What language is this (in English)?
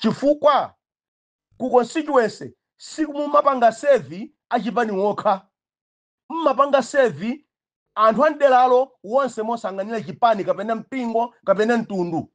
Nyanja